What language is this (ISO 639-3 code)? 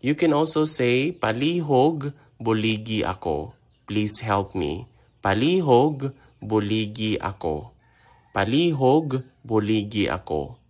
hil